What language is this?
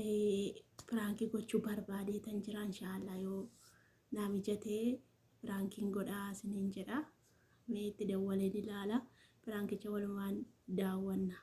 Oromo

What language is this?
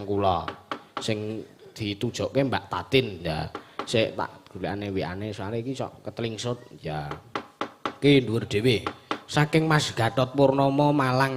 Javanese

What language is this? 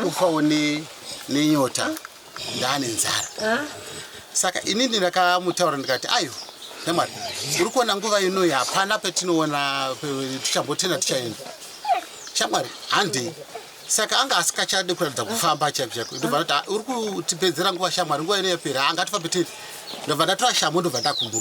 Shona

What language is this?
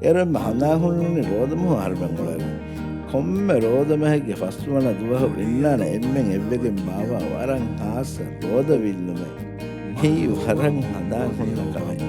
Divehi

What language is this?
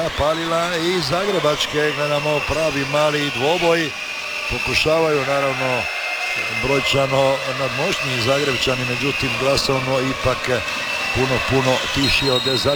Croatian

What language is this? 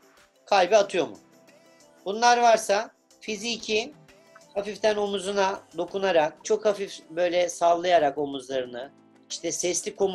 Turkish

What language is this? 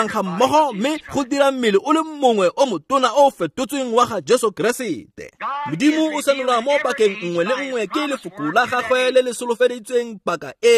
Tswana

